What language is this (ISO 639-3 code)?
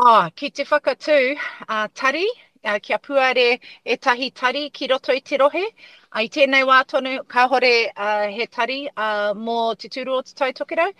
mri